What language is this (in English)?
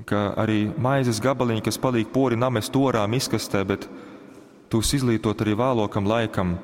Latgalian